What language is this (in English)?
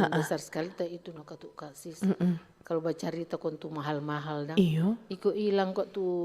Manado Malay